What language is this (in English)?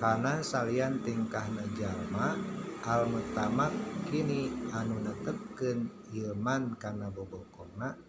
Sundanese